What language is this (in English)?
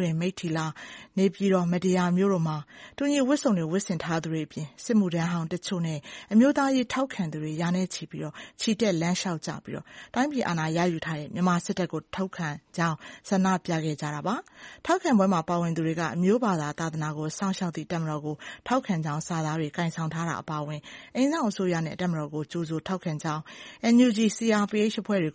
Burmese